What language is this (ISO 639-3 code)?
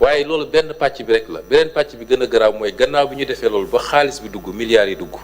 wol